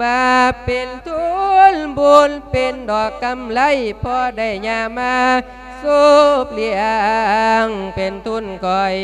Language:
Lao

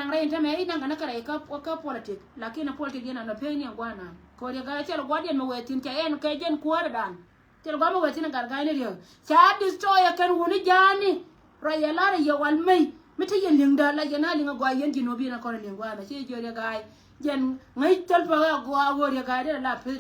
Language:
Nuer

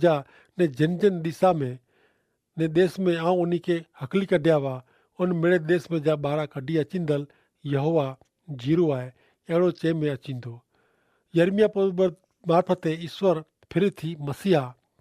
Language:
Kachhi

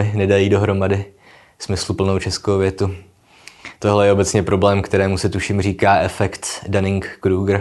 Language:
Czech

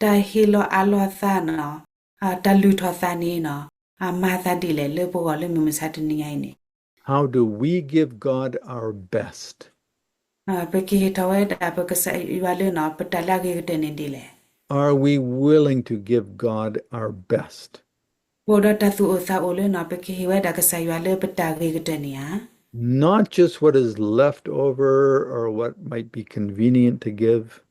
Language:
S'gaw Karen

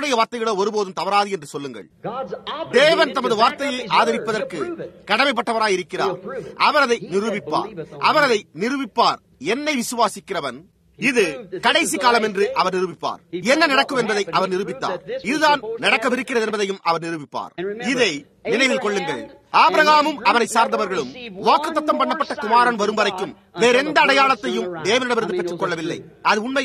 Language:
Tamil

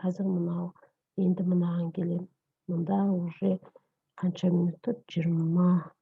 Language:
Kazakh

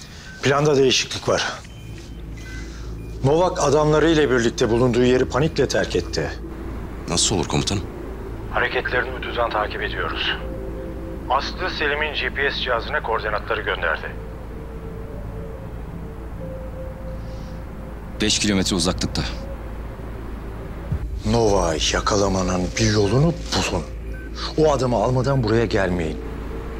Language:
Turkish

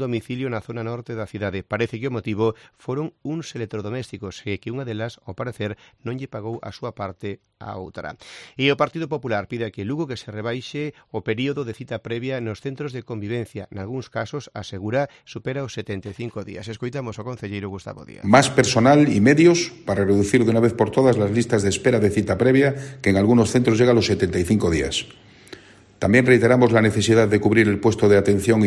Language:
Galician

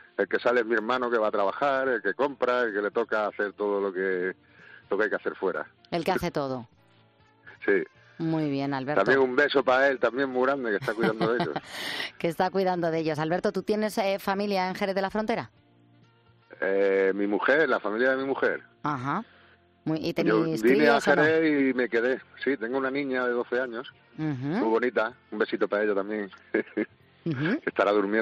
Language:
Spanish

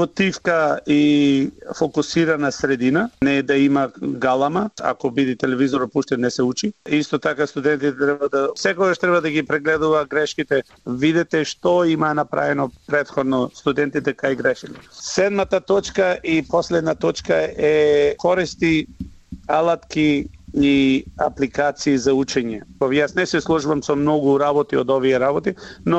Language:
Macedonian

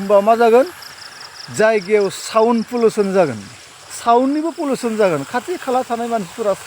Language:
Bodo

